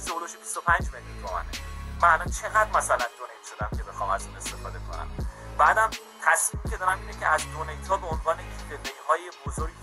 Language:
Persian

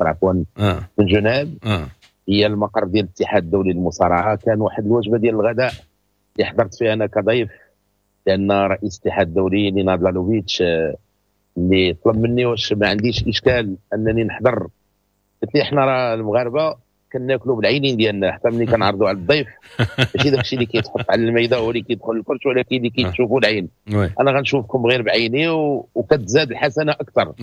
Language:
Moroccan Arabic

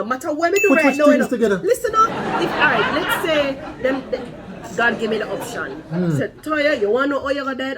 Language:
Jamaican Creole English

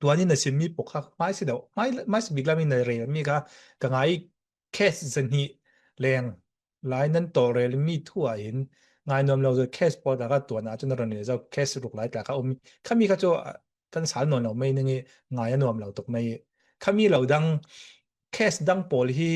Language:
Falam Chin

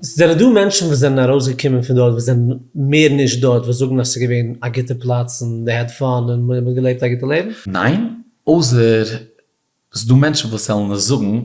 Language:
Yiddish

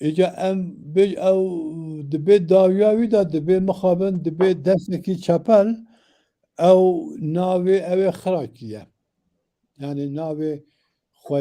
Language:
Kurdish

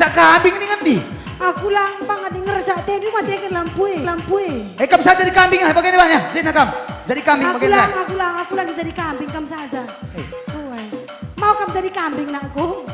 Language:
Batak Karo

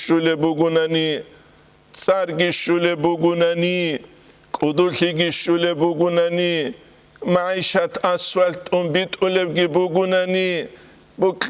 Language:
Avaric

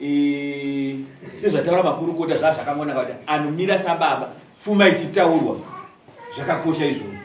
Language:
Shona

